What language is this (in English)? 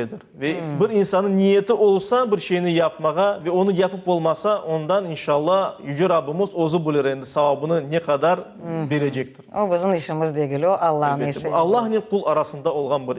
Crimean Tatar